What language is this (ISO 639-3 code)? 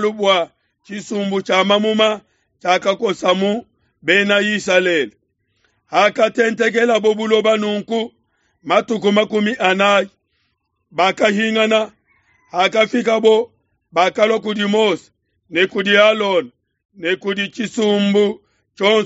lua